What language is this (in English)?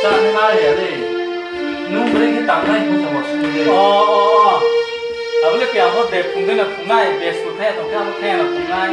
Riang (India)